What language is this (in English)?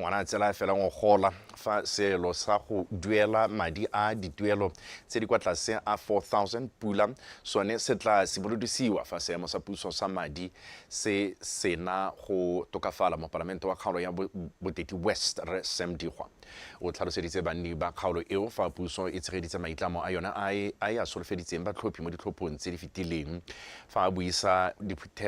Tswana